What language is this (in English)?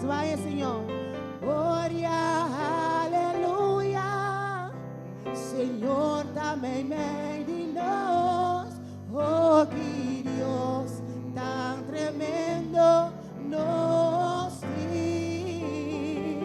Papiamento